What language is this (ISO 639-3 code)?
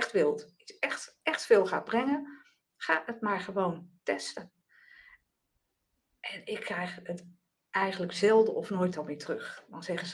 nld